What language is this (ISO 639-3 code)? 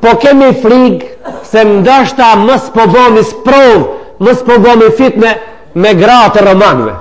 sqi